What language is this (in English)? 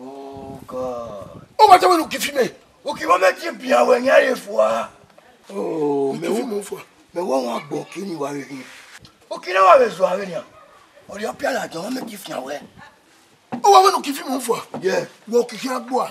Bini